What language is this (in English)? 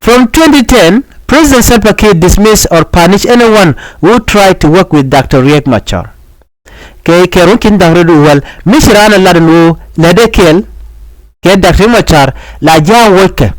Nuer